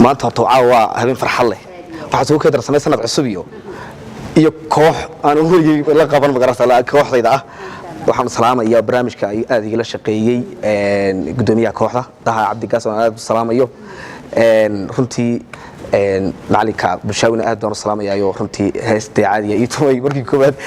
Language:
Somali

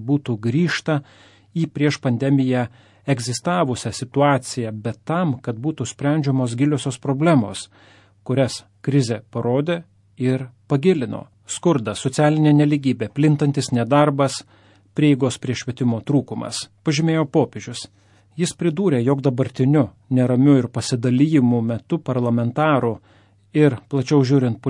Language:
Lithuanian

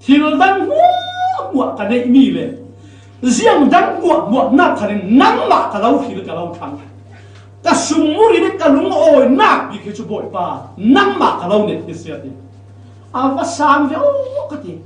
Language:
Falam Chin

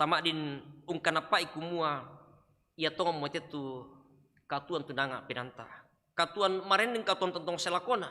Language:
Toraja-Sa'dan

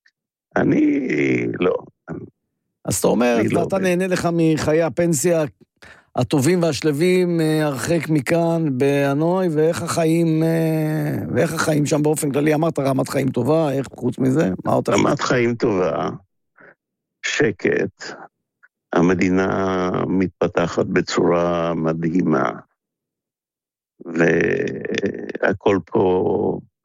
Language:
Hebrew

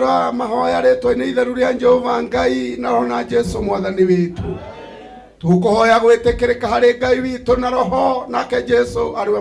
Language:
Kikuyu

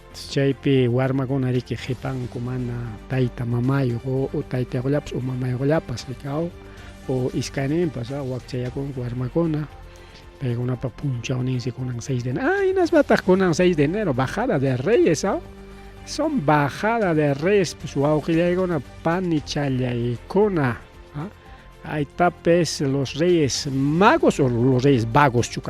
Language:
Ayacucho Quechua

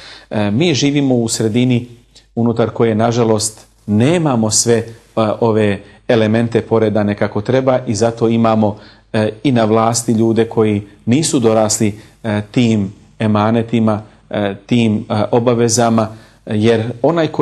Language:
Bosnian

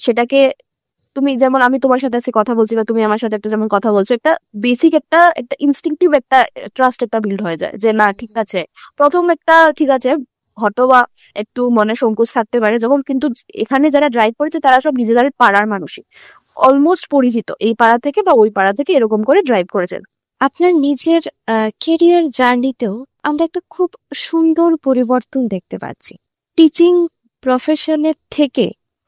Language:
Bangla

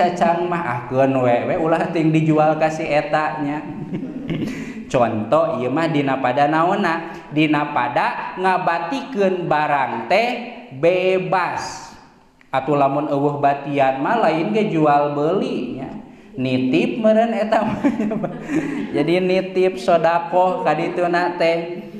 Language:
Sundanese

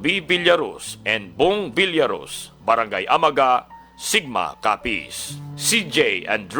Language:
Hiligaynon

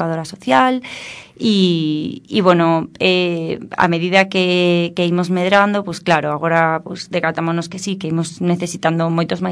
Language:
Galician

